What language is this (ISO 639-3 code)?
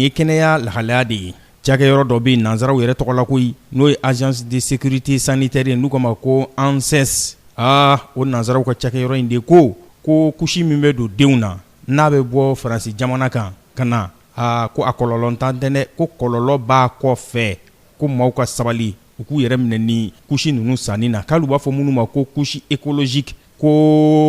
bam